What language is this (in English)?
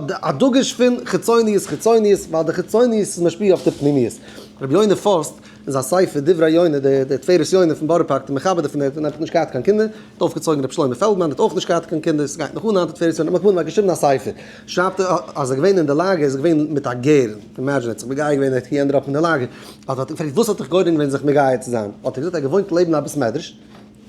Yiddish